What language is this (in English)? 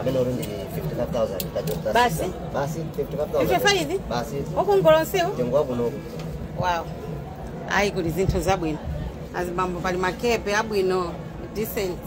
Nyanja